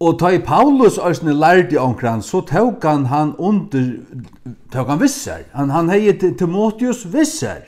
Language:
Faroese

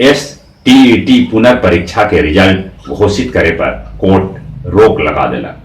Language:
Magahi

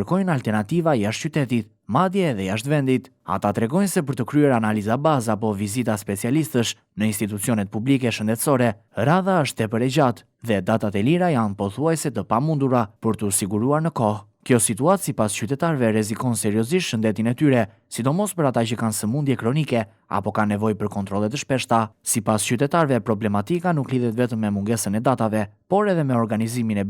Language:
Albanian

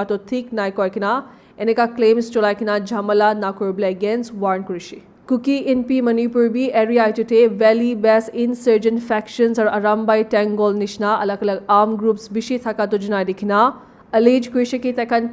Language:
Naga Pidgin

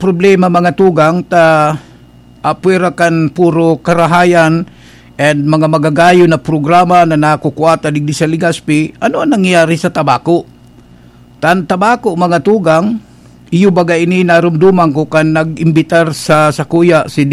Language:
Bikol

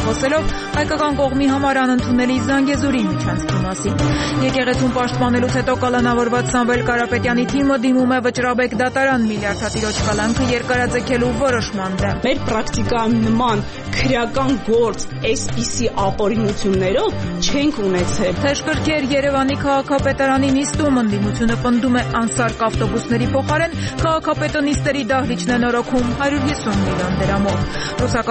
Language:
Armenian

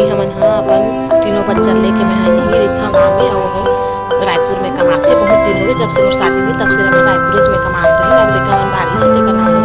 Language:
Chhattisgarhi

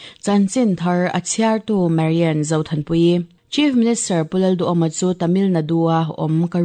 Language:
Mizo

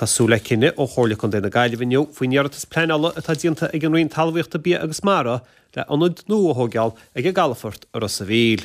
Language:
Irish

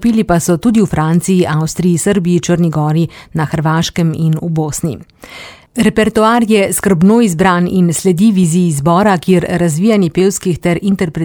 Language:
Slovenian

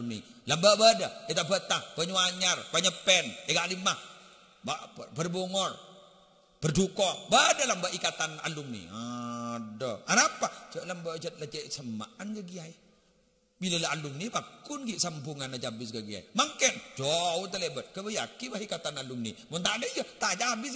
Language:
Madurese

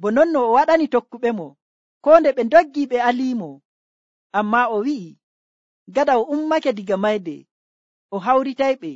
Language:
Nigerian Fulfulde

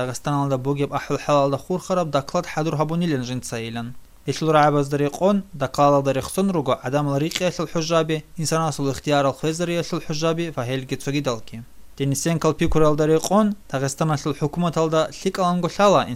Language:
Avaric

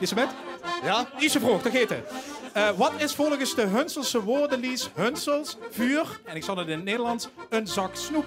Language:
Limburgish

